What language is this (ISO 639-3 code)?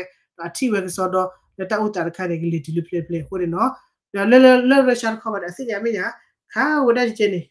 ksw